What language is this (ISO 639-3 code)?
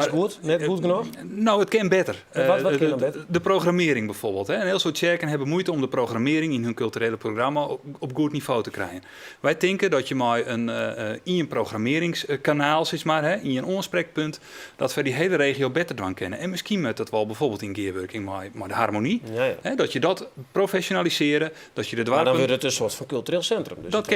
fry